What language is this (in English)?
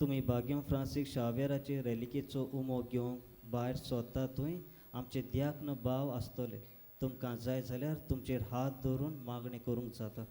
Konkani